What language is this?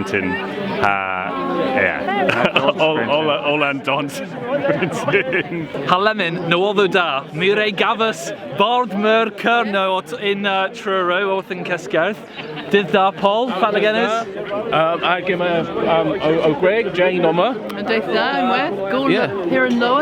Cornish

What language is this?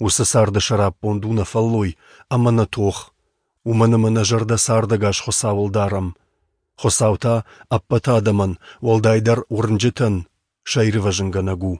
Ossetic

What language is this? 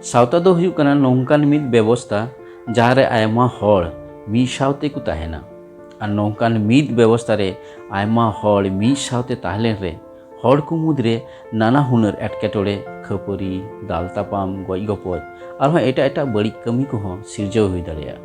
Santali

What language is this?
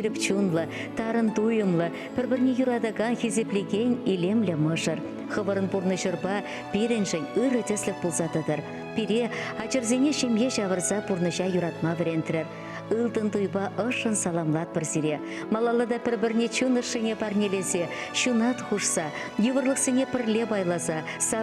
Chuvash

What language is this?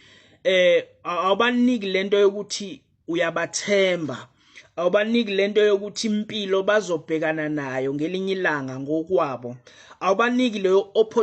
Zulu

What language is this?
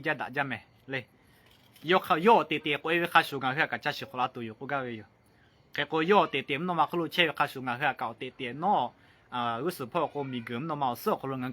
Lahu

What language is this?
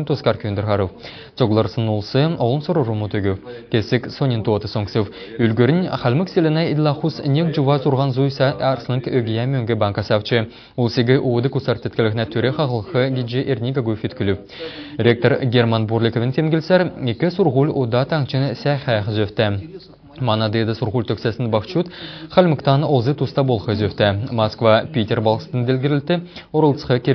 Kalmyk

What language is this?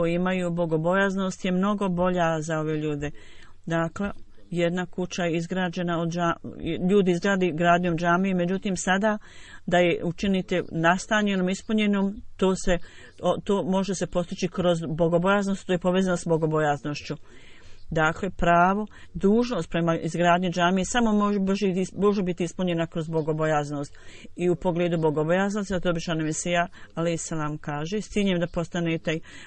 Bosnian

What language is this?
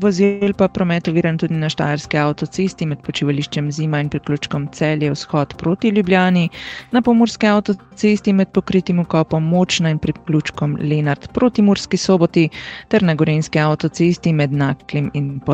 Slovenian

